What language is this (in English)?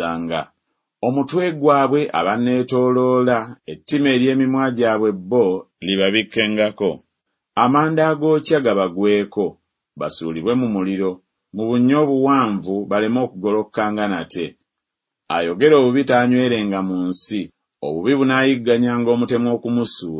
Ganda